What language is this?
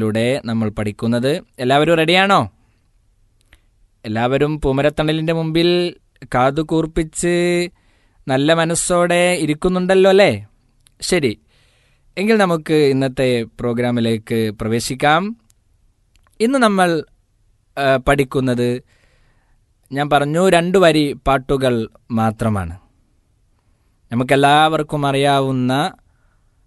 Malayalam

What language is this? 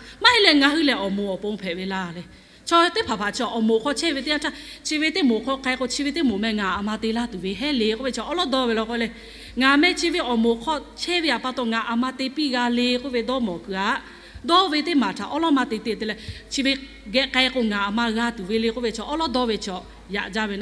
Lahu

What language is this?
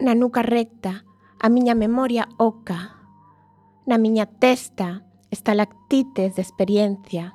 Galician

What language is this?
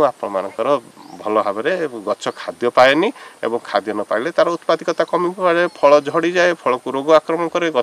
Odia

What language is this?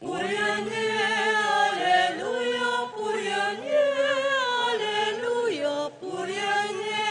Pampanga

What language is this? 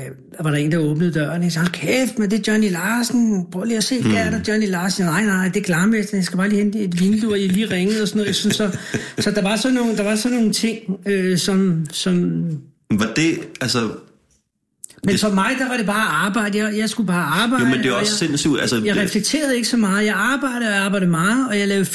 Danish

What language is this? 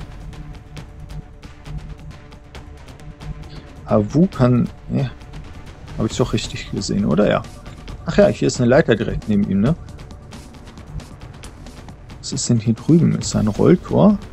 German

